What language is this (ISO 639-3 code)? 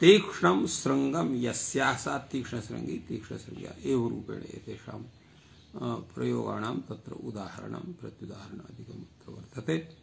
san